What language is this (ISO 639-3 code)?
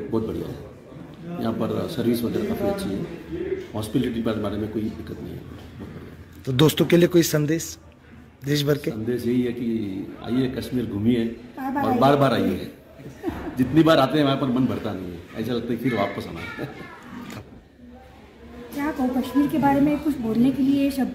hin